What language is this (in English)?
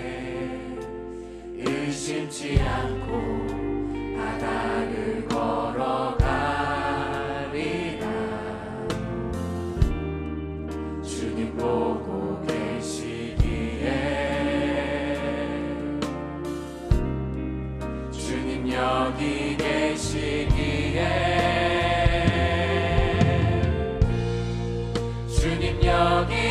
Korean